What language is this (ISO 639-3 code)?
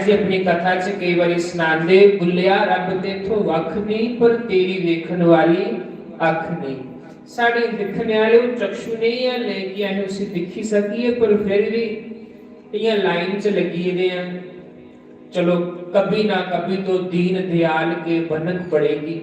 doi